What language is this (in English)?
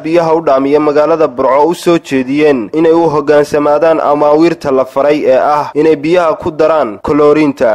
Somali